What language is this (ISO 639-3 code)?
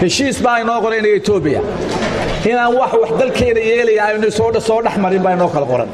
som